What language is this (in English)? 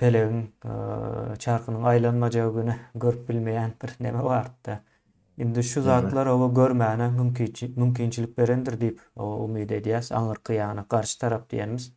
Turkmen